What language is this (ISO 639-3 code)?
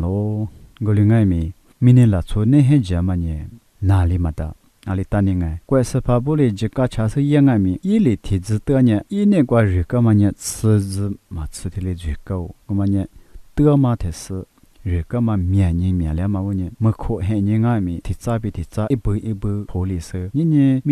lis